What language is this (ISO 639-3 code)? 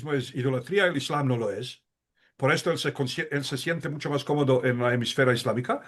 lad